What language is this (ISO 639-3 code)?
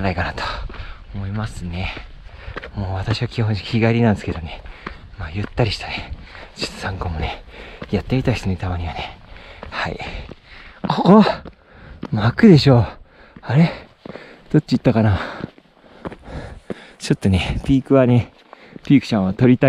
jpn